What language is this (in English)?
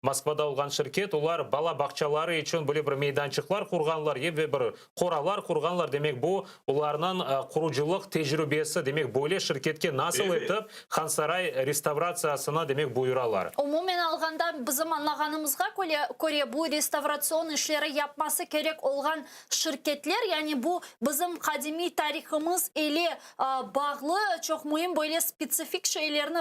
Crimean Tatar